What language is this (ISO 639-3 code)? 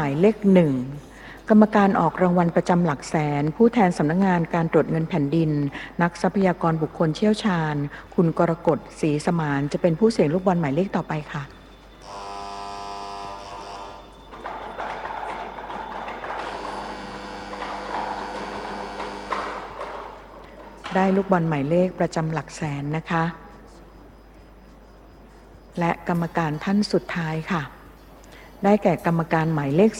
tha